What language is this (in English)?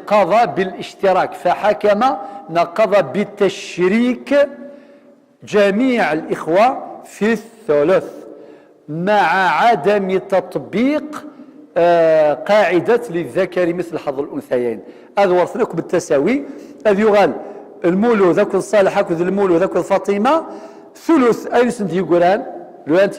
Kabyle